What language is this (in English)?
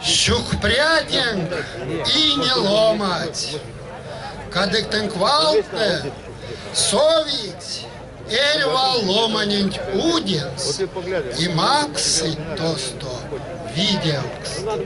Erzya